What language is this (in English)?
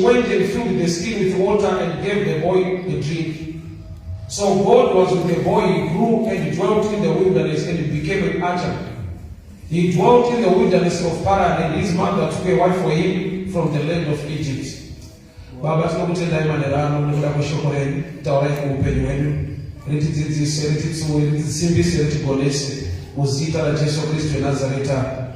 Shona